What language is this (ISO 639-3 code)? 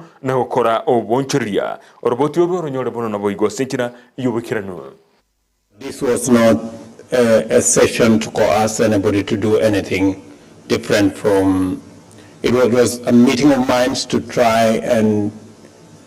guz